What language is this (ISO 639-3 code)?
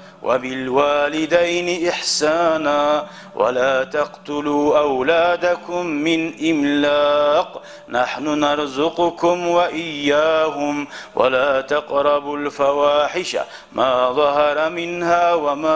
kum